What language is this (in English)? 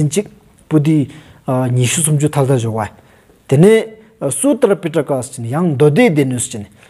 Stod Bhoti